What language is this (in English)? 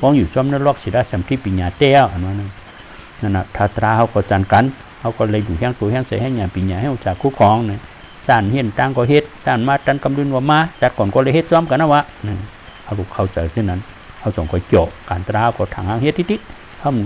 Shan